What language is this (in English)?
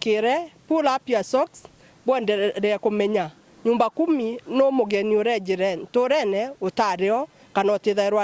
Meru